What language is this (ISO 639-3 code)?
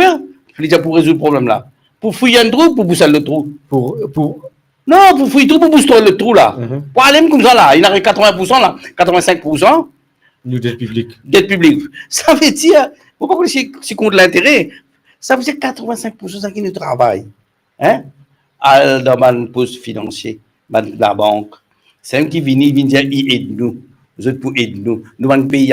mfe